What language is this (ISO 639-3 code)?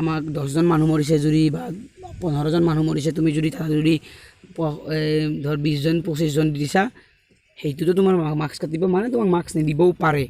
asm